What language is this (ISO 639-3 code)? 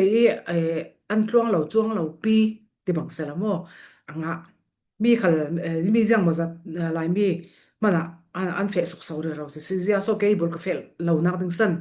cfm